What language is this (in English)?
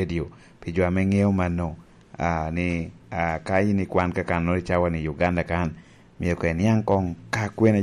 Lango (Uganda)